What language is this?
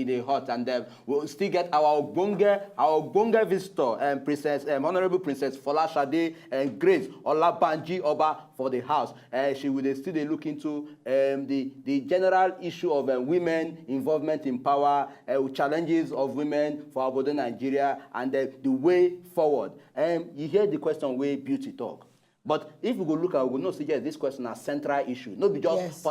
Nigerian Pidgin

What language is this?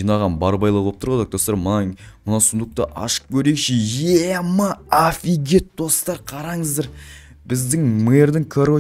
Kazakh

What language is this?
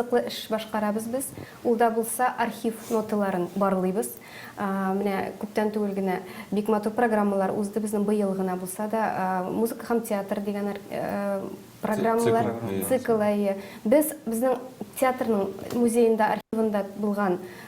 Tatar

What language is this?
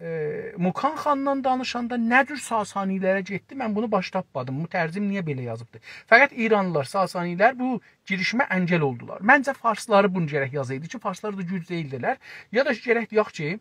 South Azerbaijani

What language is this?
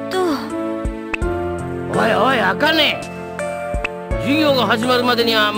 Japanese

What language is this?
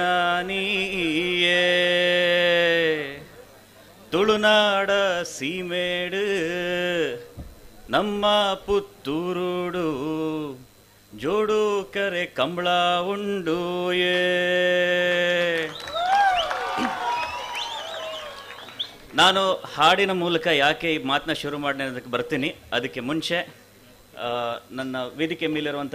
Kannada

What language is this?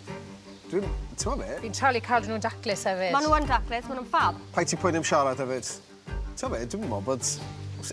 Welsh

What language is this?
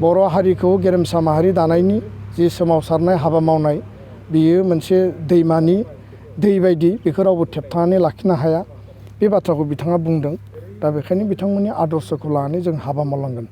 Bodo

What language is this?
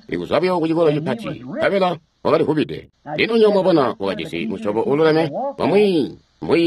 Tonga (Zambia)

